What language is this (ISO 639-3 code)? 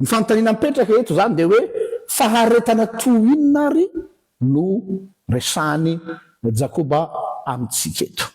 mlg